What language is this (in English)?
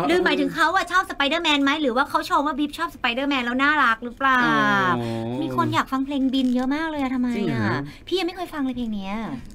Thai